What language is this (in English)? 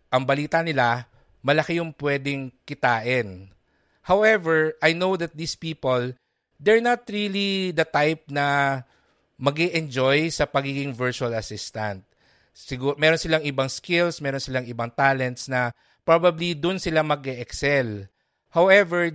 Filipino